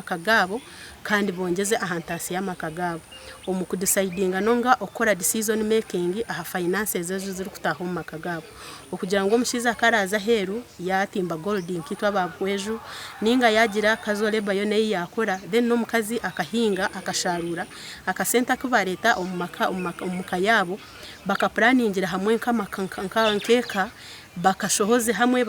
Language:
Nyankole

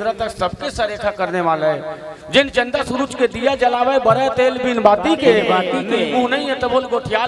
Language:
Chhattisgarhi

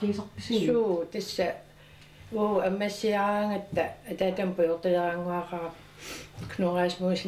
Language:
Kalaallisut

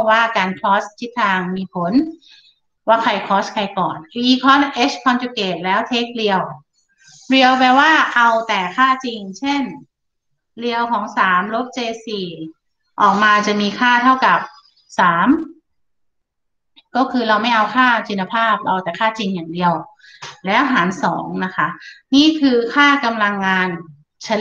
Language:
Thai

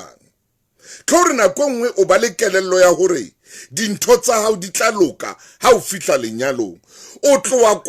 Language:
Southern Sotho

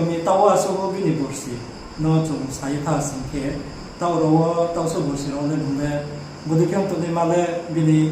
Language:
Riang (India)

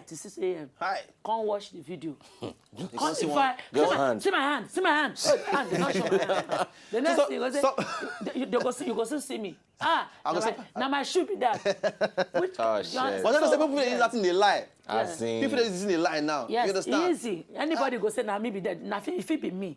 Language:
Nigerian Pidgin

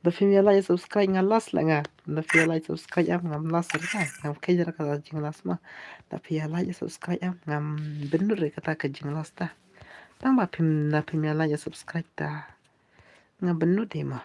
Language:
Khasi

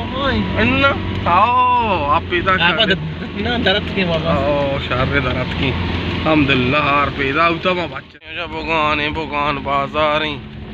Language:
Baluchi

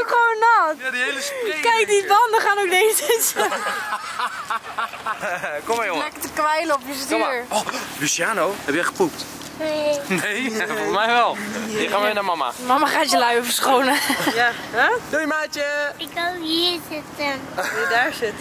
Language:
Dutch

